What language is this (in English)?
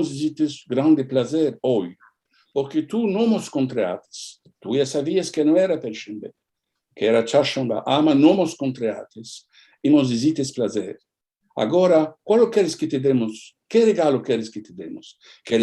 Ladino